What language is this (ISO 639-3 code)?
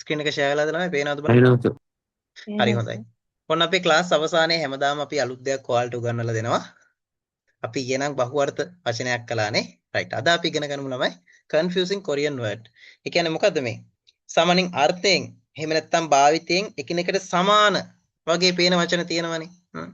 sin